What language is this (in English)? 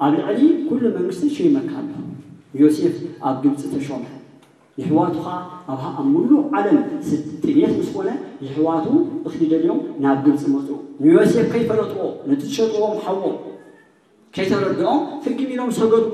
Tigrinya